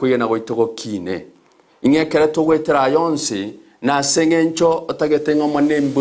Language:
Gusii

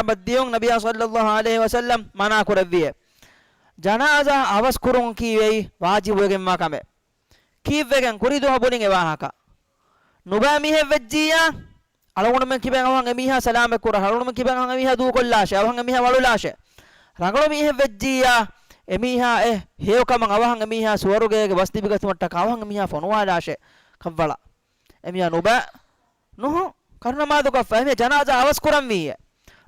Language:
Divehi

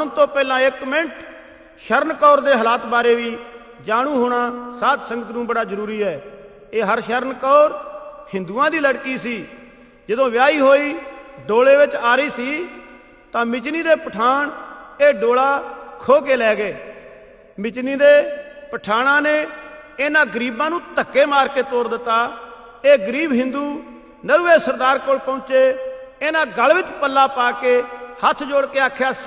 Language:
Punjabi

